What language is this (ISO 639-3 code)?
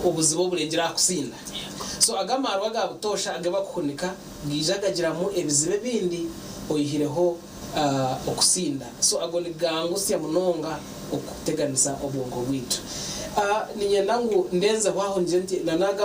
nyn